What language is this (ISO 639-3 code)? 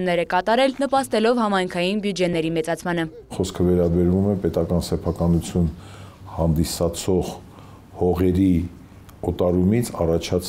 hye